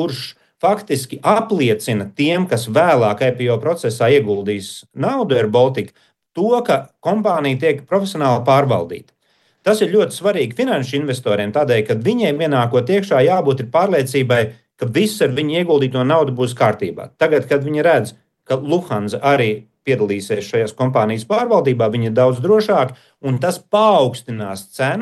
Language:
Latvian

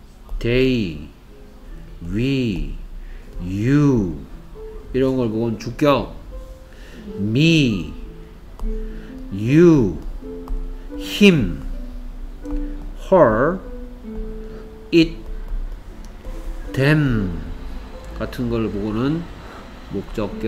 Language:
Korean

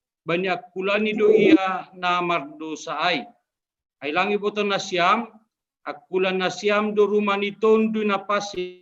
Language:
Batak Simalungun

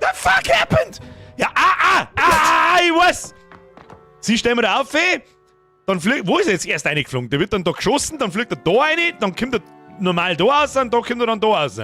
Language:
Bavarian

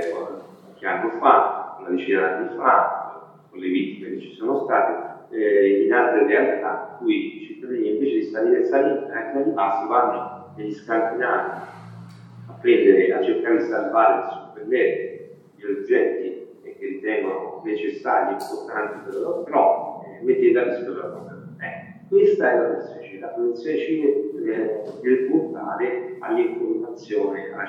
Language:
Italian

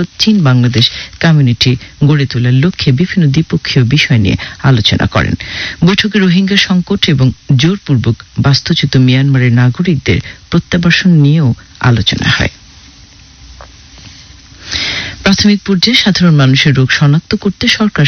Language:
Bangla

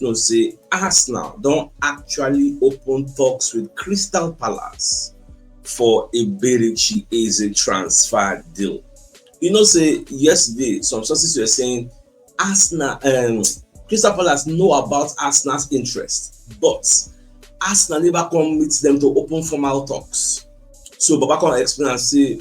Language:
Nigerian Pidgin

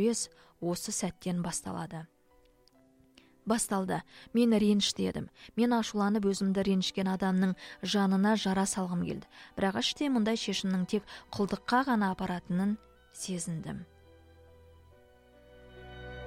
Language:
Kazakh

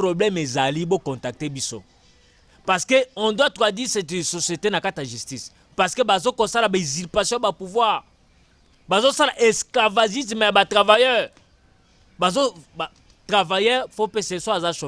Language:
Lingala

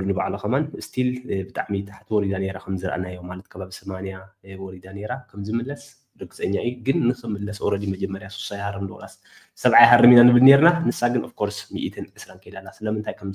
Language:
Tigrinya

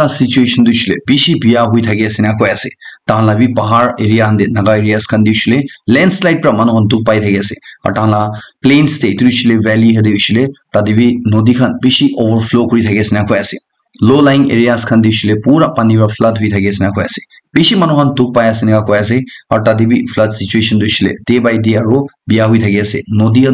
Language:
Naga Pidgin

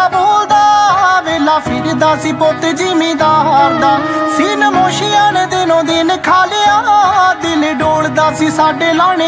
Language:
Punjabi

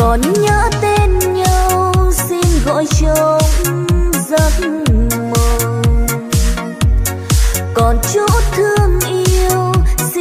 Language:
Vietnamese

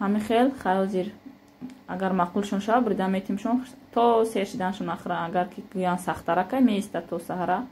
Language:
Tajik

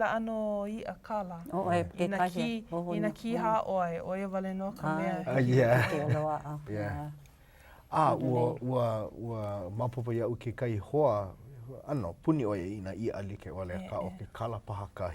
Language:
Hawaiian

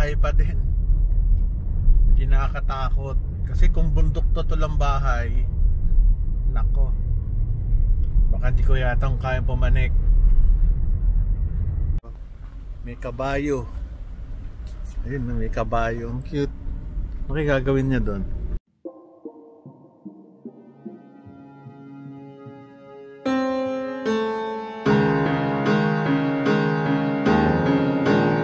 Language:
Filipino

